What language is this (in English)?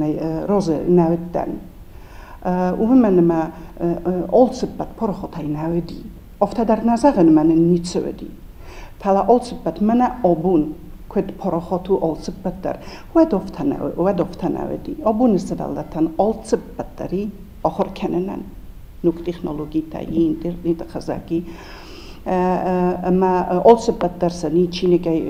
Ossetic